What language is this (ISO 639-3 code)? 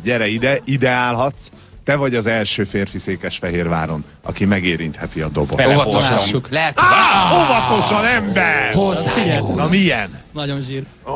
hun